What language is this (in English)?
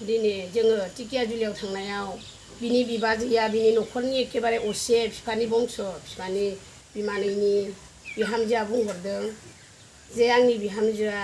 Bodo